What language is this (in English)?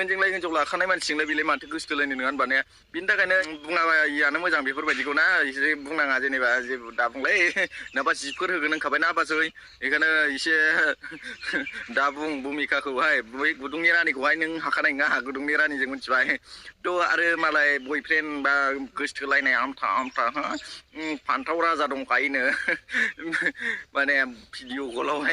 Bodo